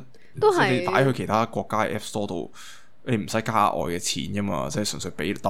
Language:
Cantonese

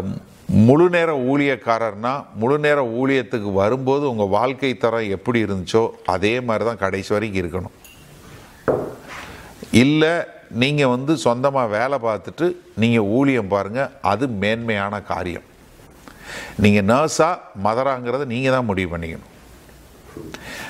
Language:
Tamil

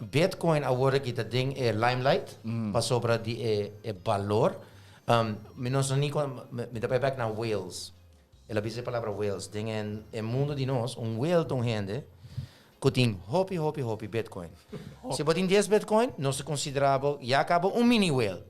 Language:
Papiamento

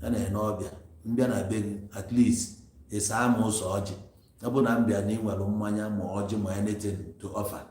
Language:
Igbo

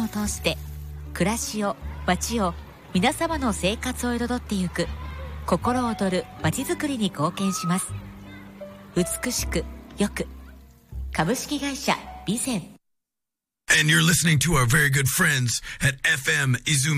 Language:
Japanese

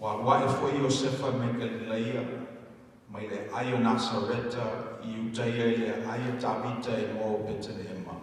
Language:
Samoan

